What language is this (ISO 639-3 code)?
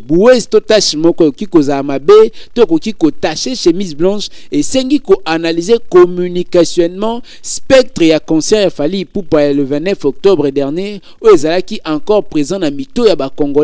lin